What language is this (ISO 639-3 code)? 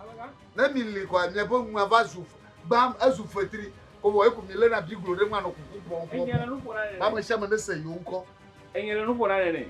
ewe